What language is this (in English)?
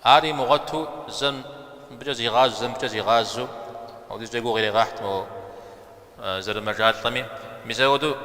Kabardian